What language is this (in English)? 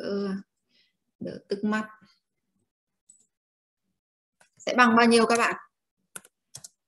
Vietnamese